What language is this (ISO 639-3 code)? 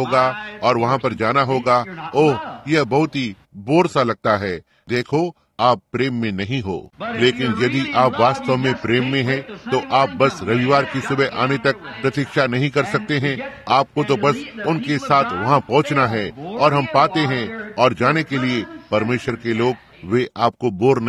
hin